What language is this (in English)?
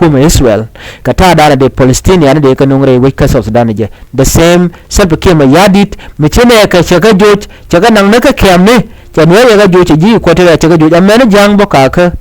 Nuer